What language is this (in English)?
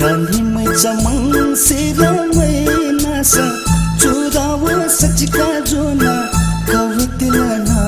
Newari